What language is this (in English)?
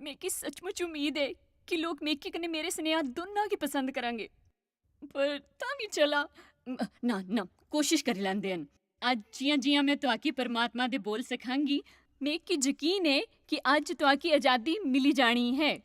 Dogri